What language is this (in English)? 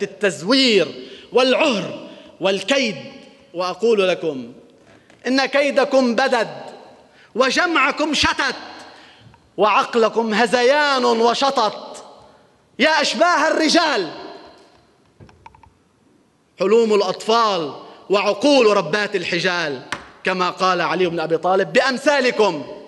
North Levantine Arabic